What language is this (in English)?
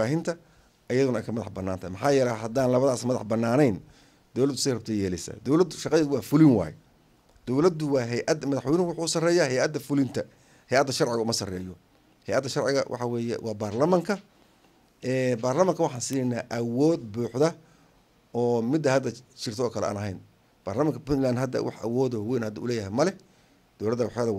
Somali